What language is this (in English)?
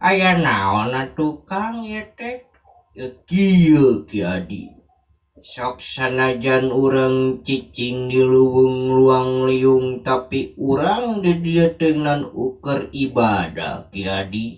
Sundanese